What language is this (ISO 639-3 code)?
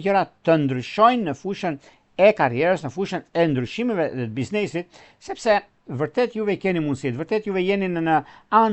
sqi